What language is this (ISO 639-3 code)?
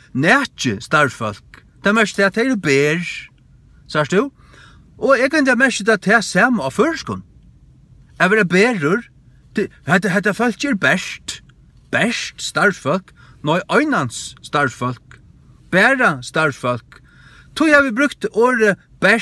fao